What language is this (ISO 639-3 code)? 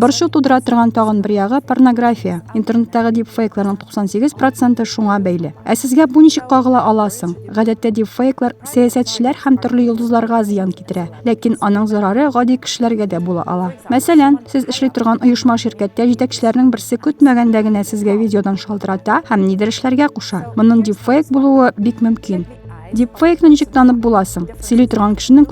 tat